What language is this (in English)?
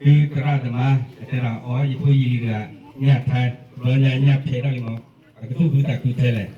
S'gaw Karen